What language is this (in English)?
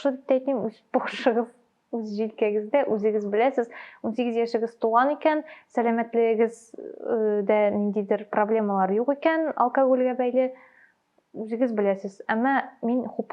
Tatar